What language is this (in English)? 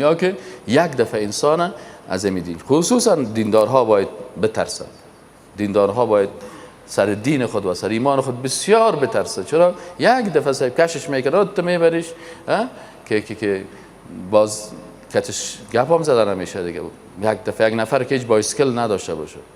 Persian